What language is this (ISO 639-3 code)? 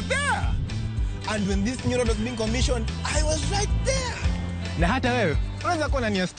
luo